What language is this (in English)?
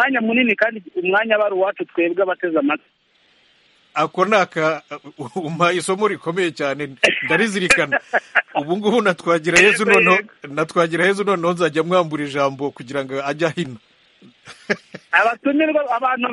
Kinyarwanda